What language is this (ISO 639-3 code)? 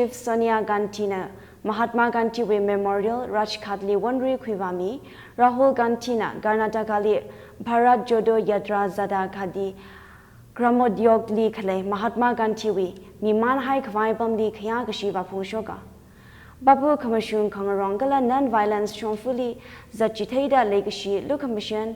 nmf